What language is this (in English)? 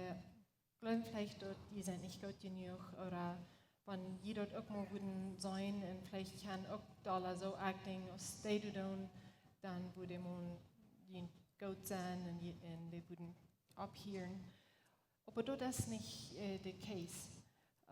Plautdietsch